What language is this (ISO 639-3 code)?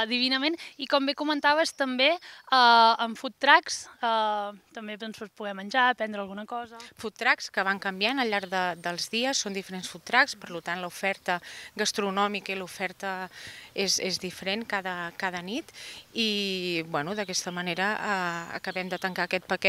cat